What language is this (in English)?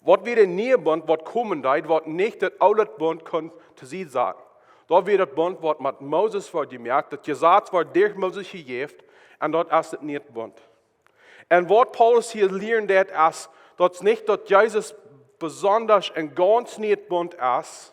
Plautdietsch